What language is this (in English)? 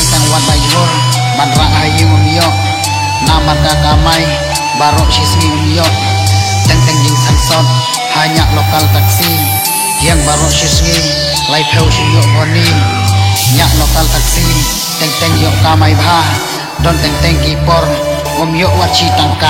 Khasi